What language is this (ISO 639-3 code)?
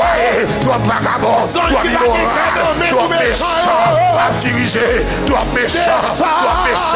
hat